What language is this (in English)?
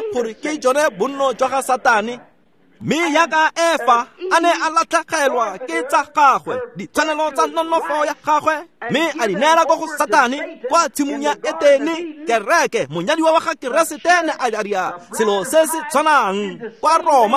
Tswana